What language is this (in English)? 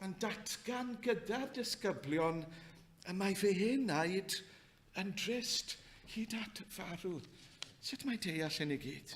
Welsh